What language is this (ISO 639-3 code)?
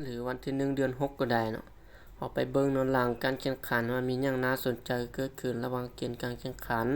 lao